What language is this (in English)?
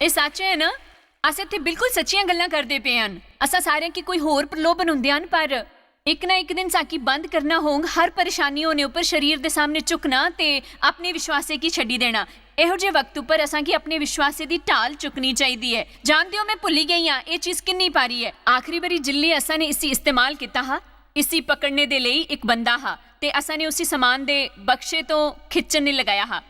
Dogri